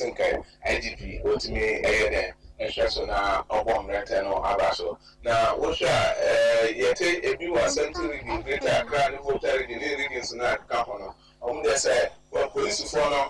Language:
Akan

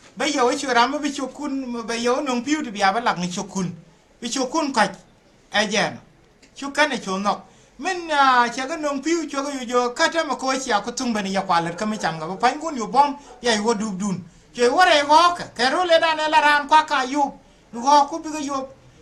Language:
Nuer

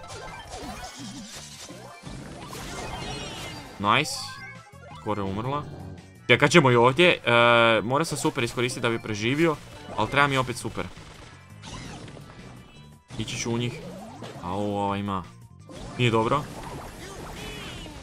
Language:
Croatian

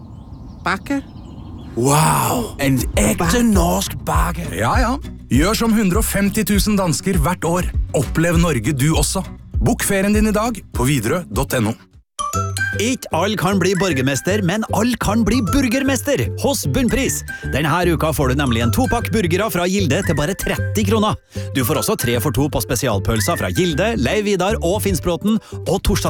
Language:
Norwegian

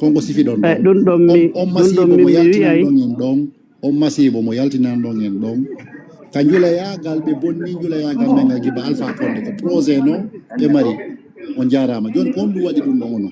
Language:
Fula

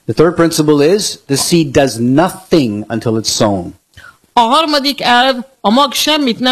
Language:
Hungarian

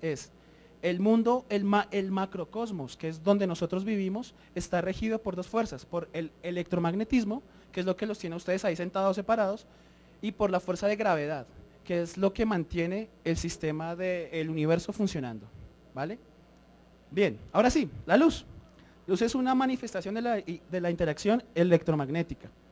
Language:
Spanish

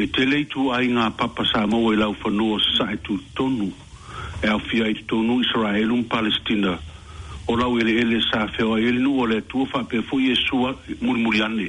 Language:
Samoan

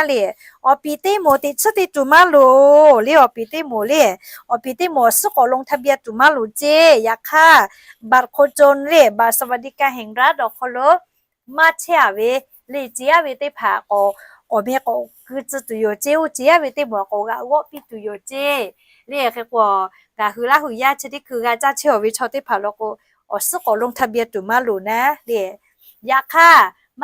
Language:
Lahu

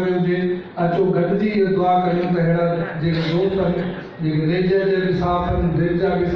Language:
Sindhi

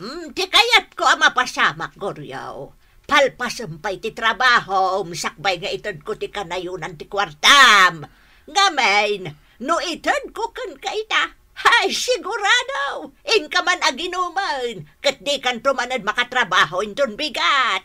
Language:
Iloko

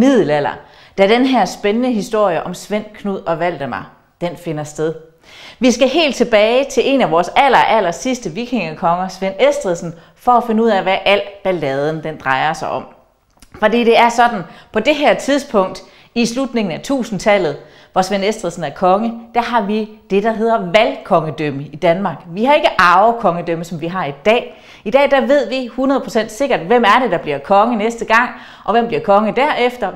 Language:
Danish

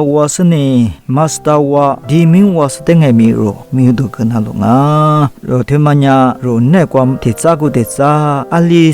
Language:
Lisu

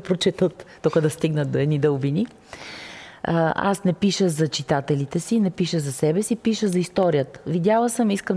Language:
Bulgarian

